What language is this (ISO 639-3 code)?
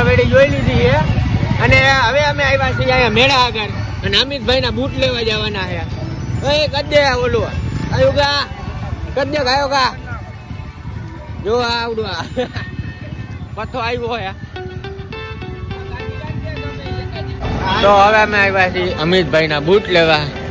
guj